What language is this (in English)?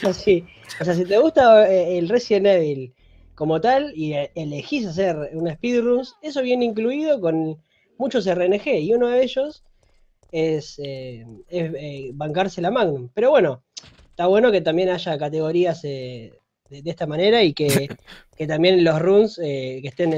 Spanish